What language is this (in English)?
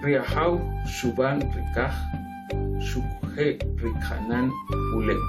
Kʼicheʼ